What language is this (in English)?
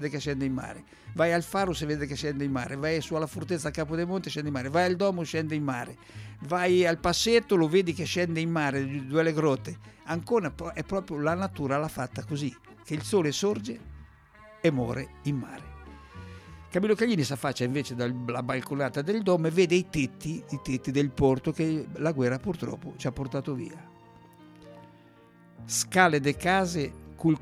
Italian